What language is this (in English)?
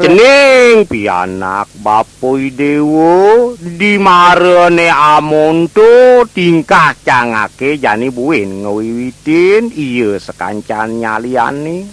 Balinese